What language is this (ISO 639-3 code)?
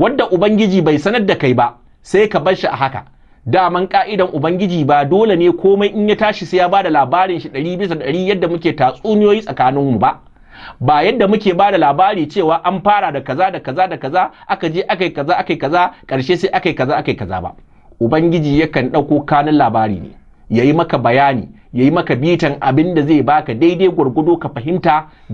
hau